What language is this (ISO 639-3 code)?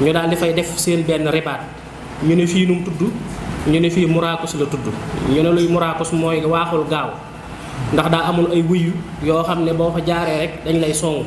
wol